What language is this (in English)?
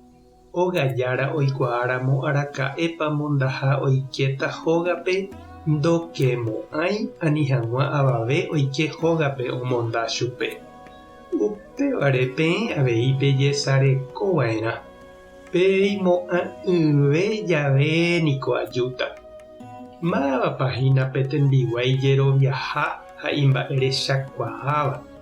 Guarani